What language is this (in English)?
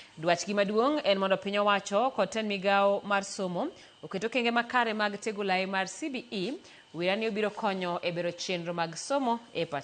Luo (Kenya and Tanzania)